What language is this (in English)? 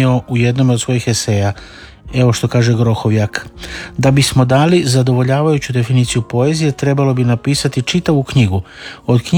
Croatian